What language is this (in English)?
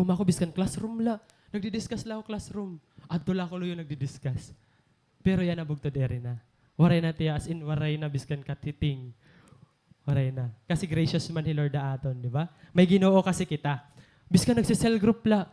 Waray